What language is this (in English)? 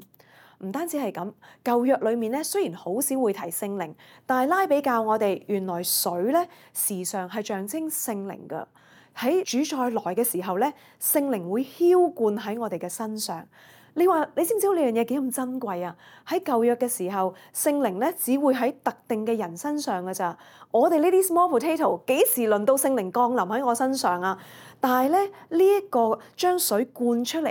Cantonese